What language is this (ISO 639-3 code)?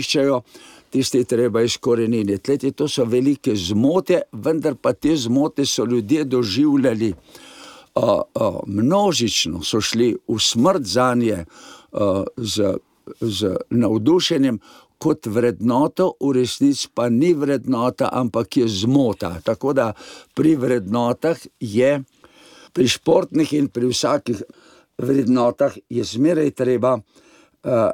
slv